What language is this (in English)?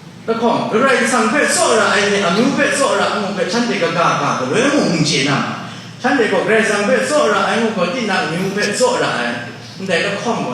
Kachin